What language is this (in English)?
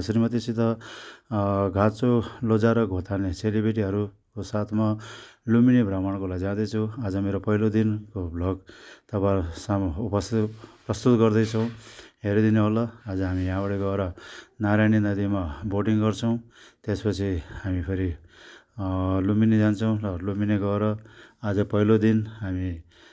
Nepali